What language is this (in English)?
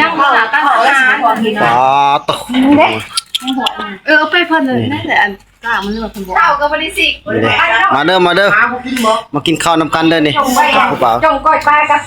Northeastern Thai